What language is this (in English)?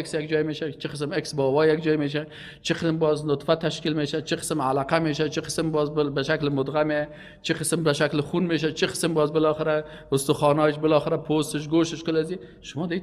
Persian